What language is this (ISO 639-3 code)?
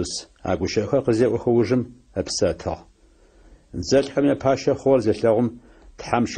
ady